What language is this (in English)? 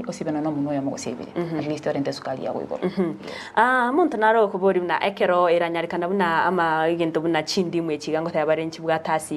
Gusii